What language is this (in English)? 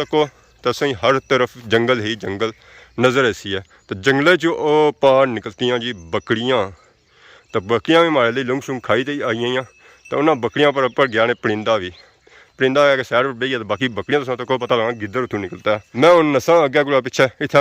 Pahari-Potwari